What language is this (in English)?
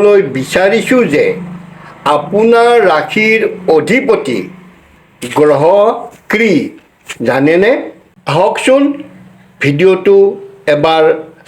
Assamese